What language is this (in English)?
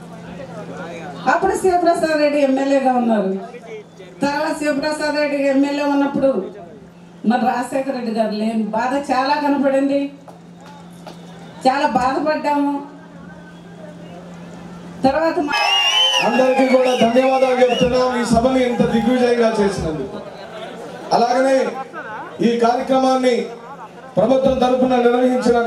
Telugu